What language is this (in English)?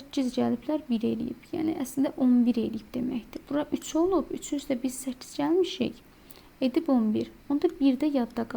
Azerbaijani